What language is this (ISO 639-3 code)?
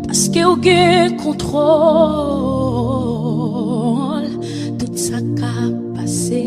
hat